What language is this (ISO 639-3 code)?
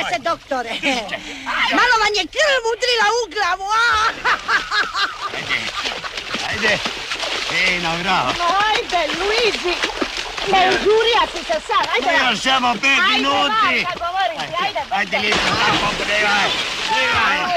hrv